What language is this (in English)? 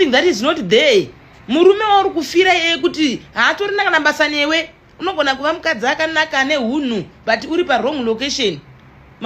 Shona